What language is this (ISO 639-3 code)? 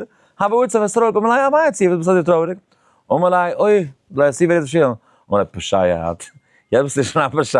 yid